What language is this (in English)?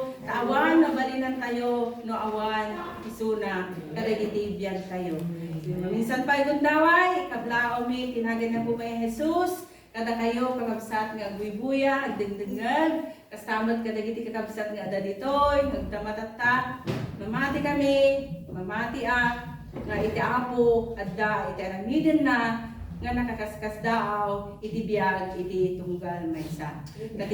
Iloko